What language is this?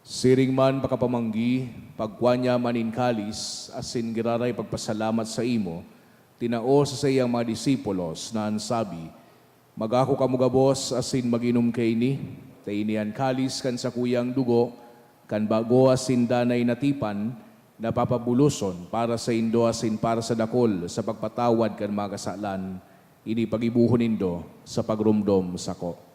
Bikol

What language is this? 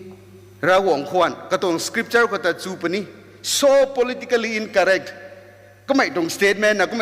Rongmei Naga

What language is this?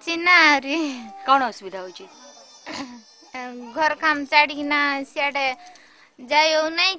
Odia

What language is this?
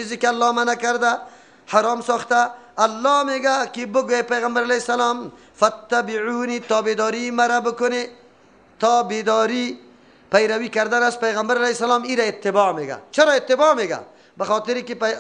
Persian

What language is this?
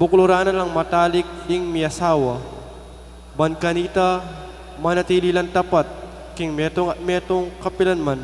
Pampanga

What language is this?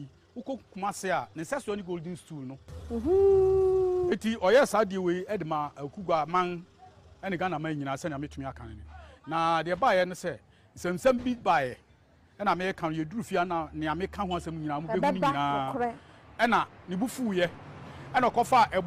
Akan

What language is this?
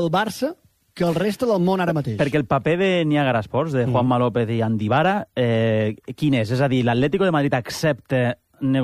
Catalan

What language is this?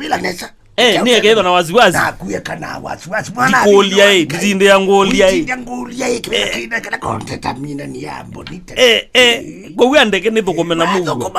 Kamba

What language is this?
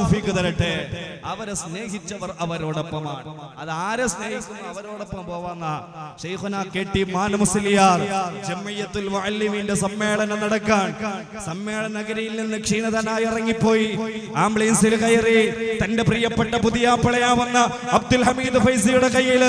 Malayalam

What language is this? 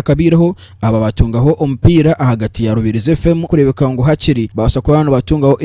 Nyankole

